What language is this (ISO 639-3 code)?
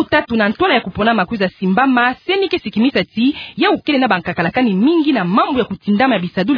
ktu